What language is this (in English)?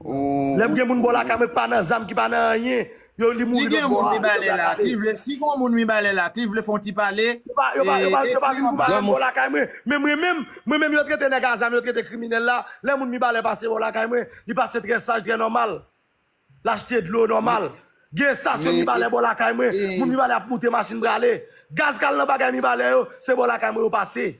Haitian Creole